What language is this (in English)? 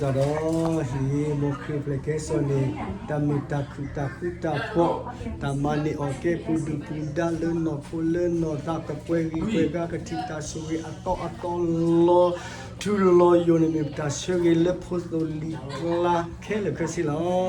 S'gaw Karen